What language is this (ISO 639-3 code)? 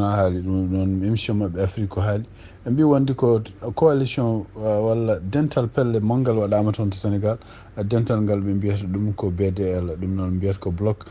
ful